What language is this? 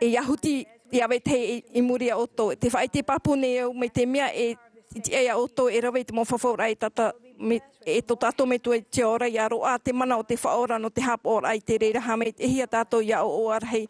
Tahitian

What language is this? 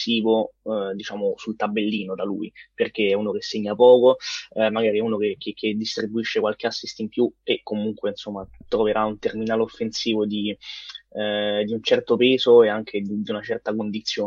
Italian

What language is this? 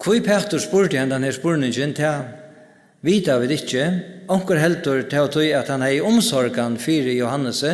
Faroese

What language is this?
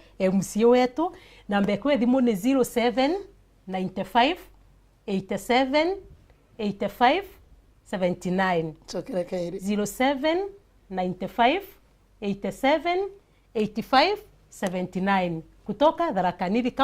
Meru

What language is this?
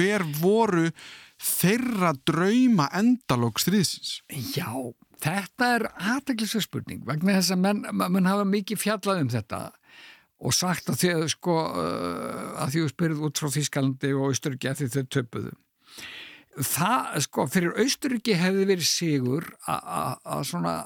Icelandic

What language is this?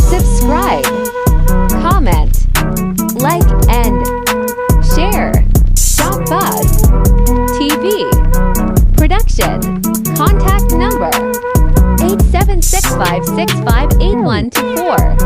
Jamaican Creole English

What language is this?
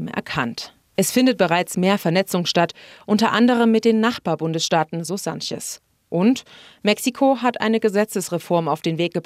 German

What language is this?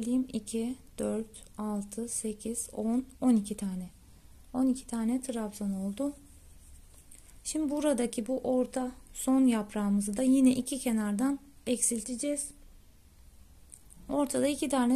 Turkish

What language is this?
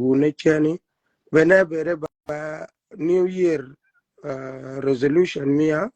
Shilluk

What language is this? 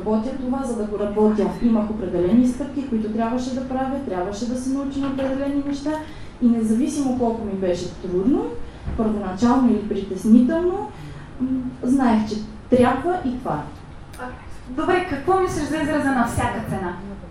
Bulgarian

